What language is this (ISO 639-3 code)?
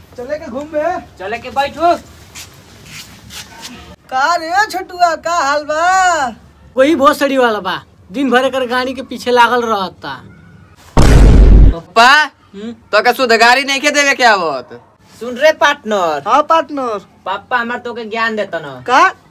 bho